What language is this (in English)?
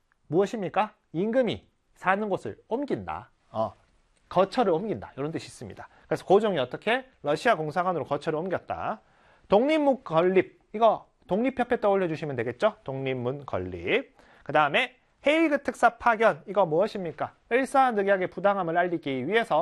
Korean